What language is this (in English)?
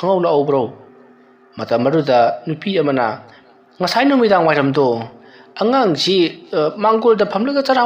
Manipuri